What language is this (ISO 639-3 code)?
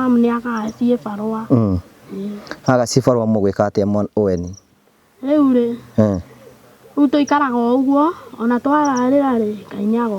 kik